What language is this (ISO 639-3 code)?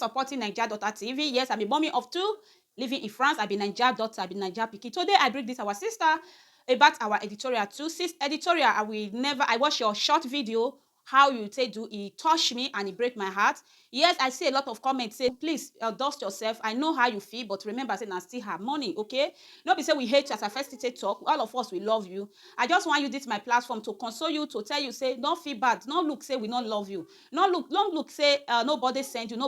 pcm